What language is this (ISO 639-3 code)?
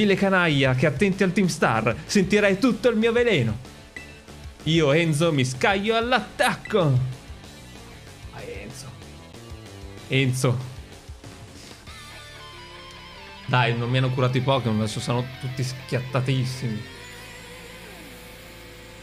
ita